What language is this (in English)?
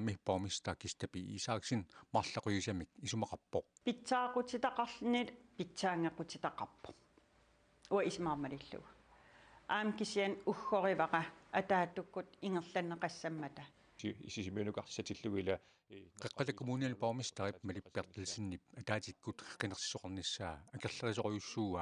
Kalaallisut